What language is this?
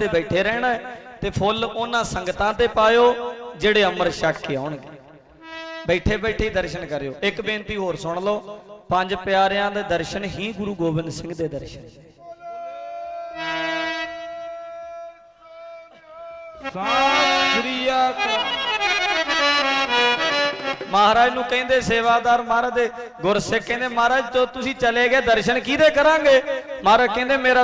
Punjabi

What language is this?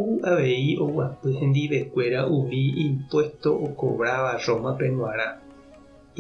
Guarani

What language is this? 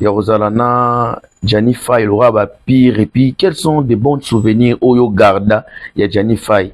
Lingala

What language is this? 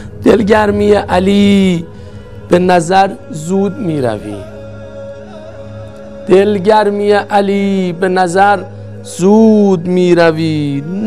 Persian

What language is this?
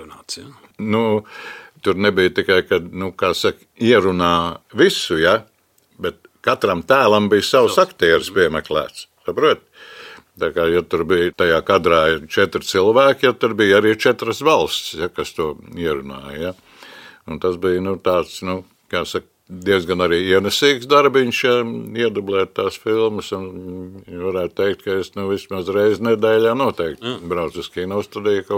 Latvian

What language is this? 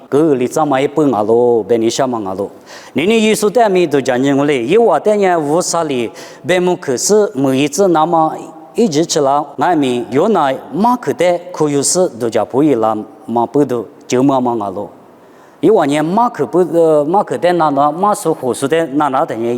Lisu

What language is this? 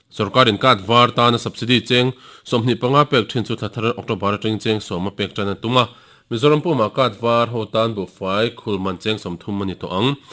Mizo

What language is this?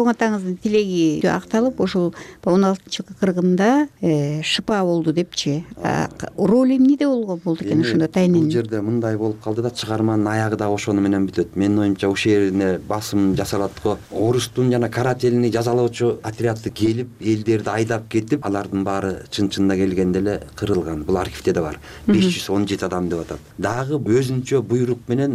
Kyrgyz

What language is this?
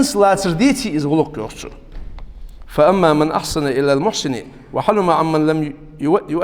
Ingush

